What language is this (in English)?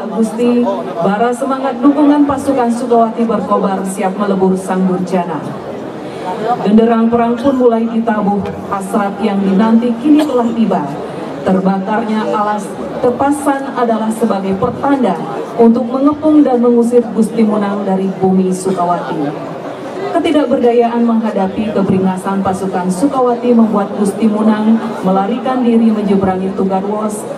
Indonesian